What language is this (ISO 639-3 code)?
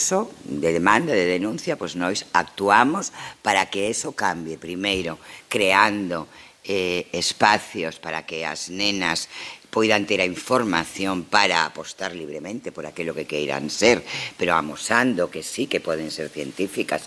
glg